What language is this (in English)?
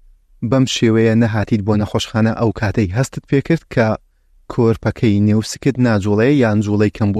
Central Kurdish